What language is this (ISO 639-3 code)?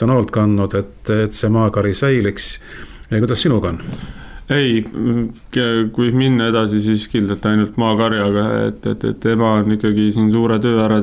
est